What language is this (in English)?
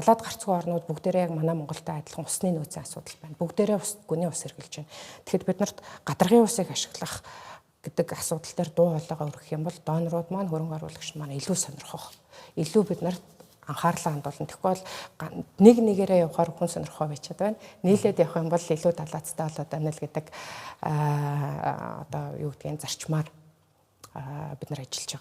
Mongolian